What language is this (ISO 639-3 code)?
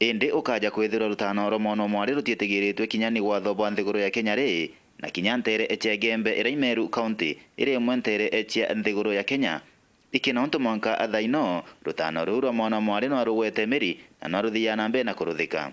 mer